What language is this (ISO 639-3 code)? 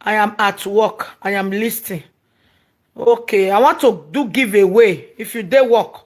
pcm